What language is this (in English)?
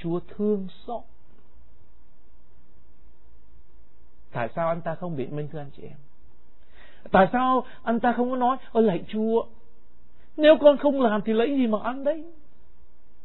Vietnamese